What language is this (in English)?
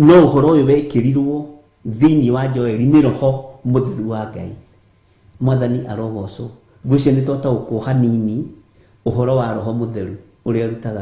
Kikuyu